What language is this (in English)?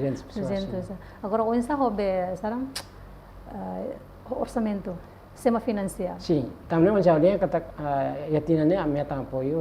Tetum